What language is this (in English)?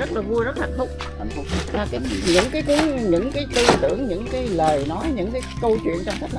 Vietnamese